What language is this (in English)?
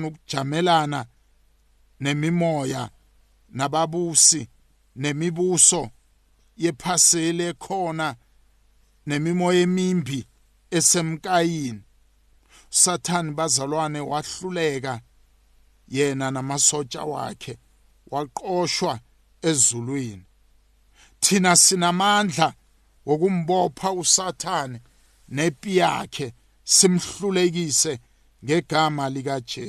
South Ndebele